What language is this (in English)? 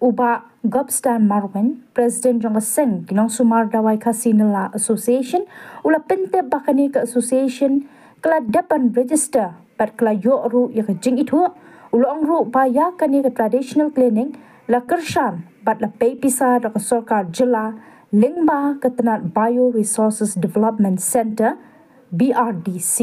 Khasi